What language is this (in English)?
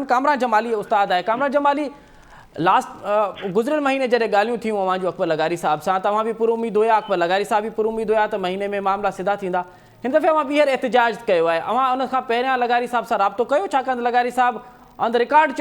Sindhi